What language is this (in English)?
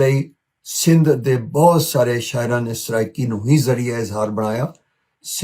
Western Panjabi